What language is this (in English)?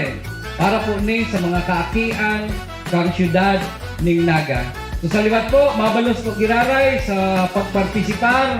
Bikol